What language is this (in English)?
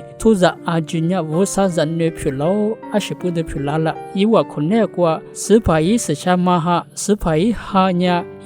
Lisu